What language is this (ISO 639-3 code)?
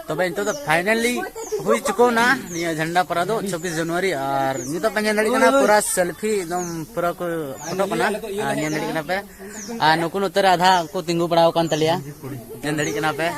sat